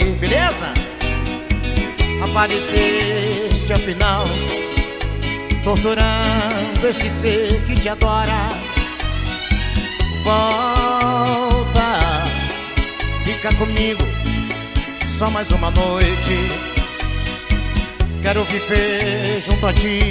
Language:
Portuguese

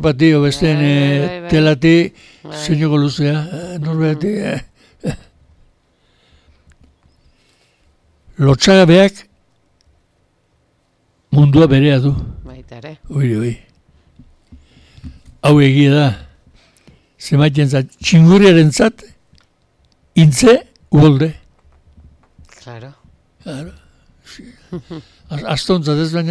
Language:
Basque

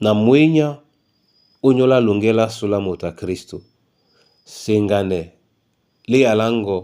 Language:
Duala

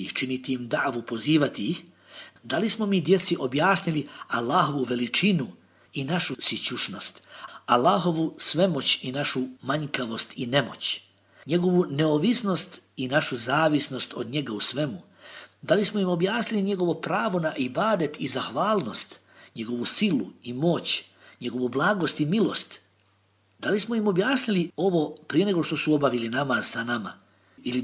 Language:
Bosnian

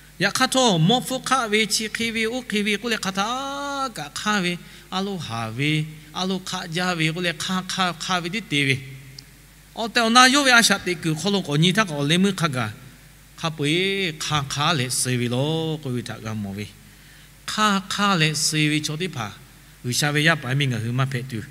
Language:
Lahu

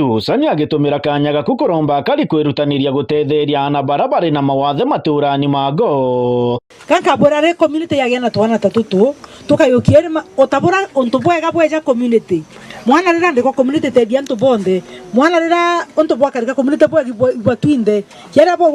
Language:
Meru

